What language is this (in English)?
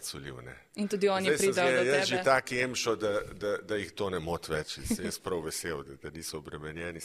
Slovenian